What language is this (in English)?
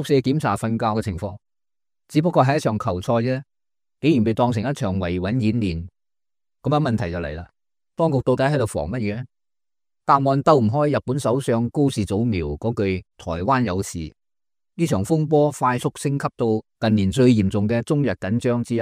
Cantonese